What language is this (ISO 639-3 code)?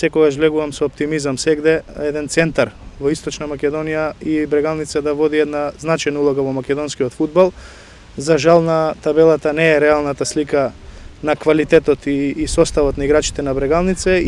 mkd